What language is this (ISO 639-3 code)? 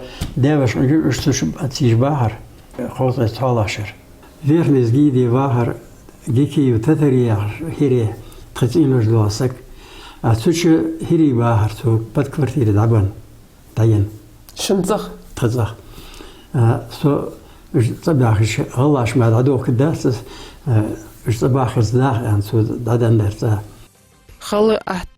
inh